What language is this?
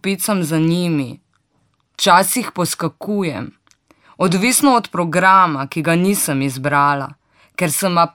Slovenian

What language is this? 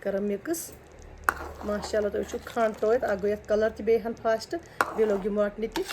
Kashmiri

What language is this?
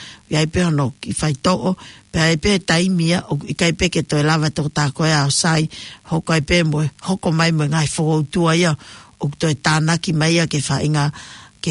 Tongan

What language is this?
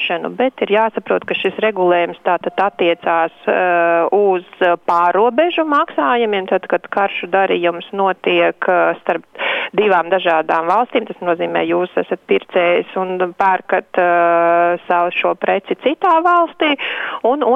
Latvian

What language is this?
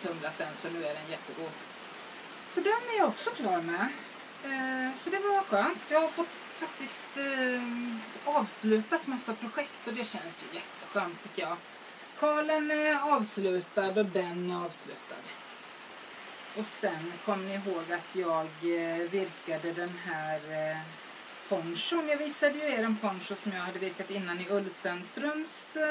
Swedish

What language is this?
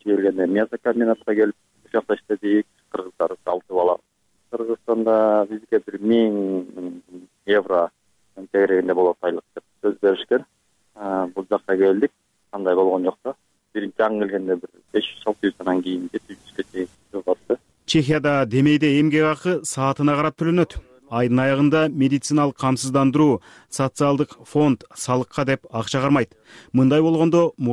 Kyrgyz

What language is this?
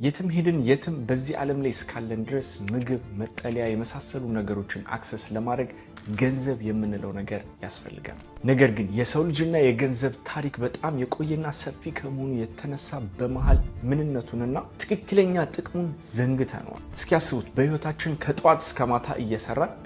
Amharic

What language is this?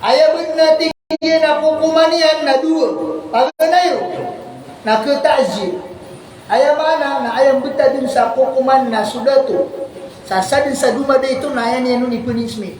Maranao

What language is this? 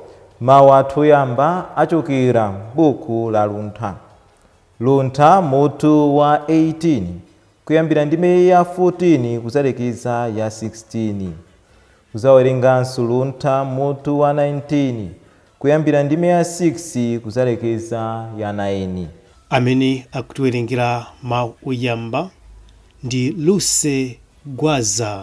Nyanja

